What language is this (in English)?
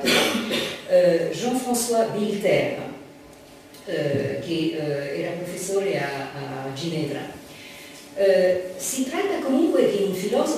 Italian